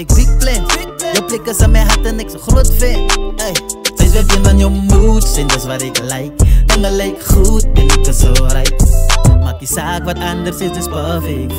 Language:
Afrikaans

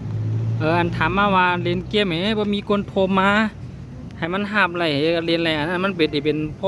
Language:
Shan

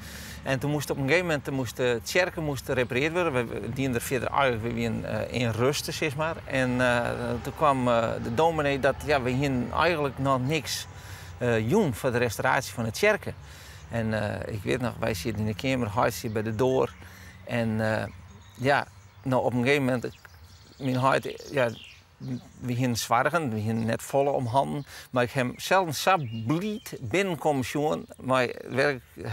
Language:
Western Frisian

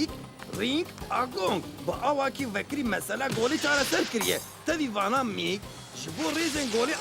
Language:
Kurdish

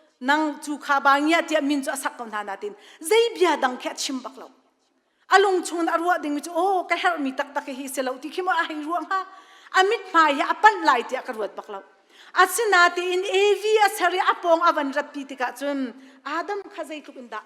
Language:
Hakha Chin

